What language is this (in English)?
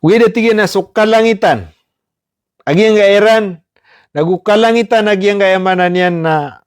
Maranao